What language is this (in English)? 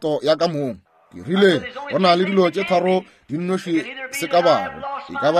Northern Sotho